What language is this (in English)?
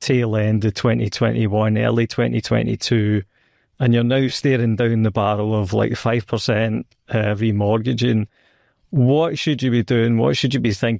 English